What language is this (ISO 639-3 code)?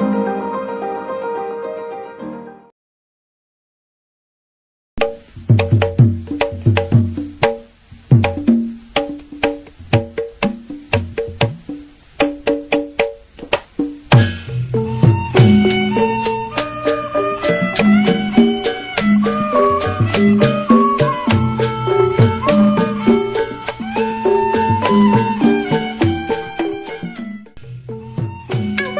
bew